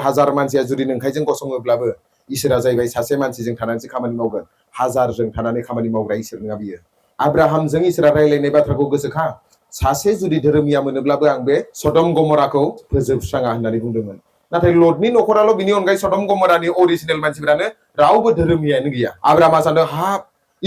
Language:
Bodo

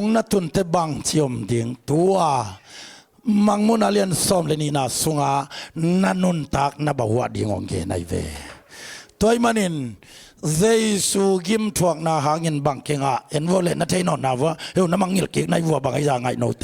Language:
Tedim Chin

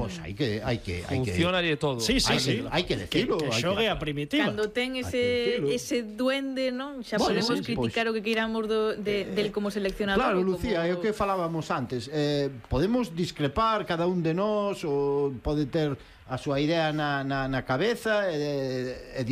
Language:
Galician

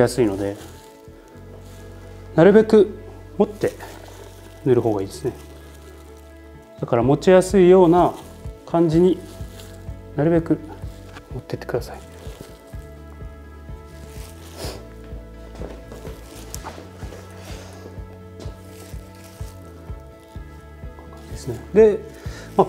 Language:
Japanese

